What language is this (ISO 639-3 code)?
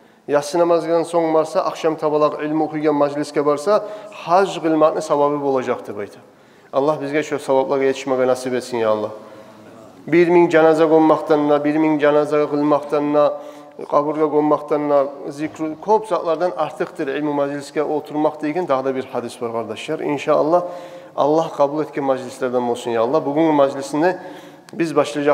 kum